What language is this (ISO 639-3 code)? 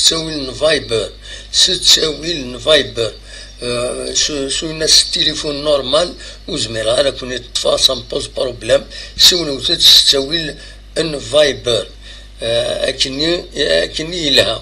kab